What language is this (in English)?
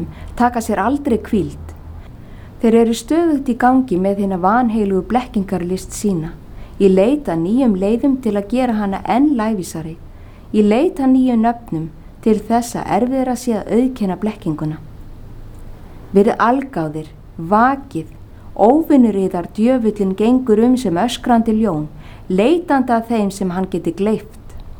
Icelandic